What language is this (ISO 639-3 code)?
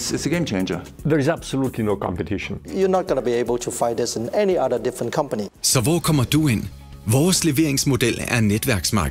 dan